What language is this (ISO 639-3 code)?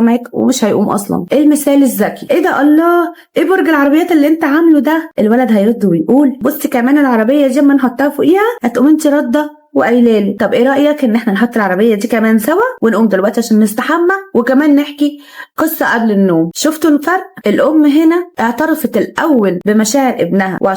arz